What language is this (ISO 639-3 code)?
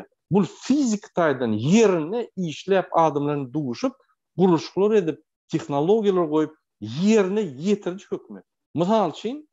tuk